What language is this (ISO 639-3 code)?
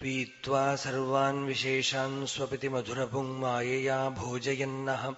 san